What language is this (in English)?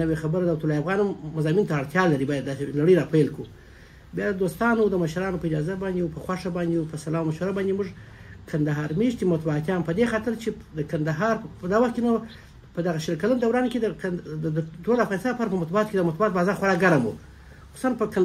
Pashto